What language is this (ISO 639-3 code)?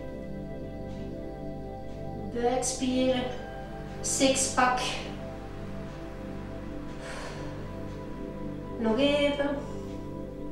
nld